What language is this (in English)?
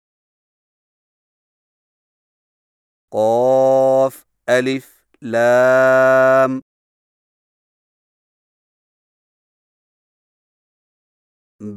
Urdu